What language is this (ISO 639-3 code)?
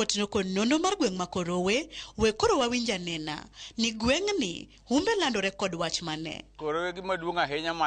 luo